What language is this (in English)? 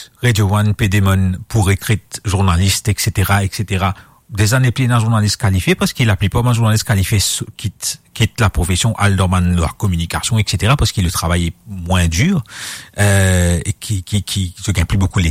Morisyen